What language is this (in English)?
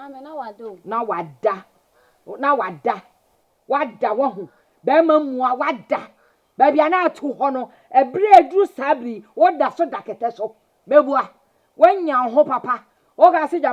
Akan